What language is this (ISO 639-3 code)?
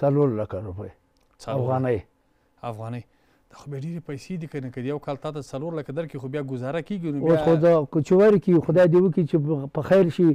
pus